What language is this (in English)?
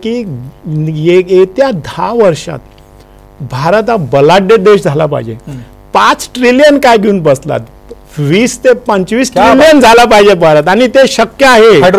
Marathi